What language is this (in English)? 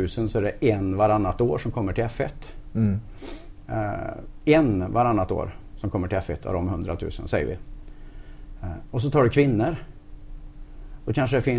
Swedish